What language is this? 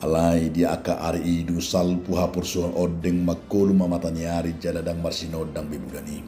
Batak Toba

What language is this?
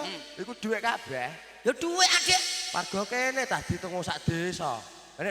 Javanese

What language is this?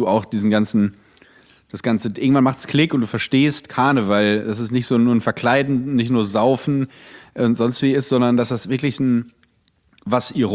German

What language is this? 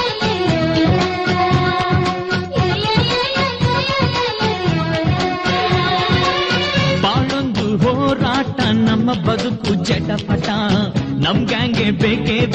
Kannada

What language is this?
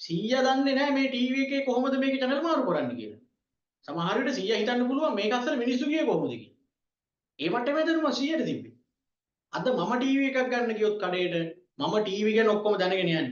Sinhala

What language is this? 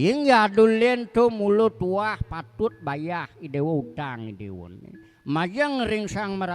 Balinese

